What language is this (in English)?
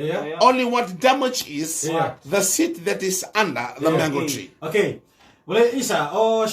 Fijian